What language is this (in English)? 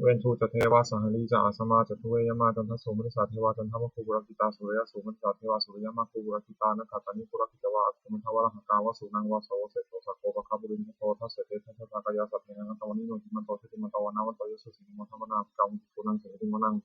Pali